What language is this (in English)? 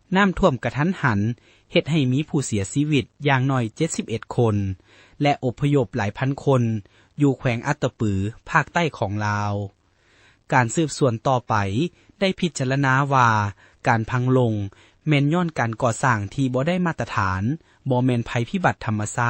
Lao